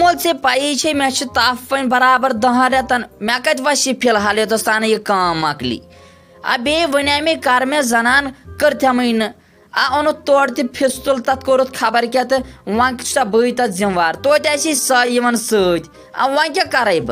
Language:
Kashmiri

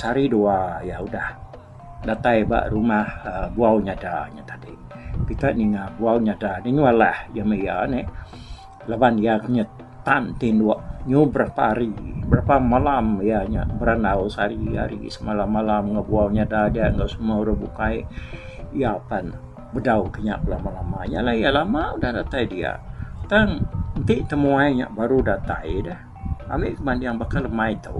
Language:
Iban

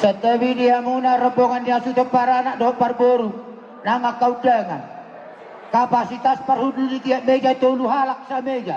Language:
Batak Toba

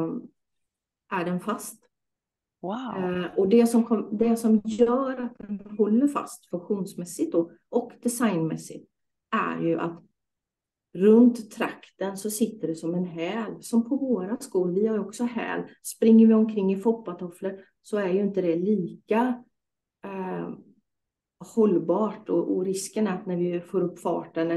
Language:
Swedish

